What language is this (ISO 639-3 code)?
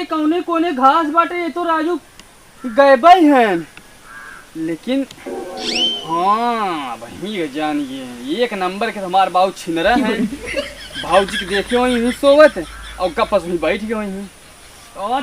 awa